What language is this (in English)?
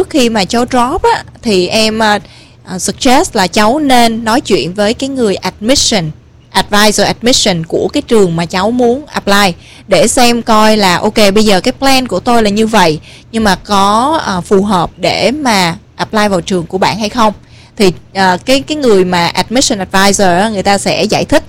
Vietnamese